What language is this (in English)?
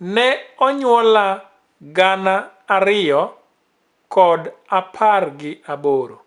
Luo (Kenya and Tanzania)